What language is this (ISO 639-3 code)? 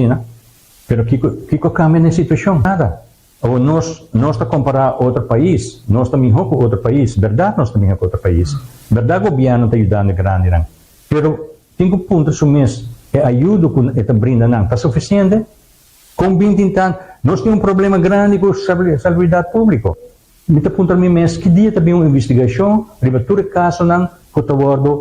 pap